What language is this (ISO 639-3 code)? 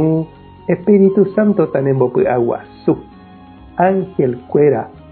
grn